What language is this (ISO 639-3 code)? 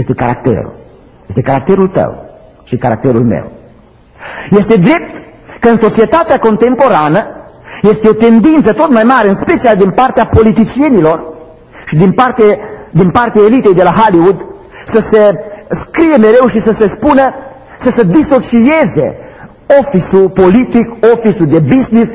ron